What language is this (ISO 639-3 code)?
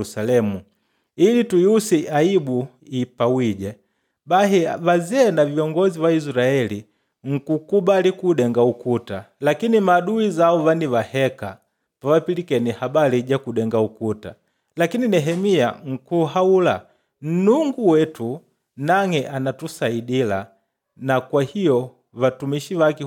kde